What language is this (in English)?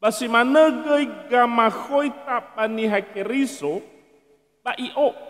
Nias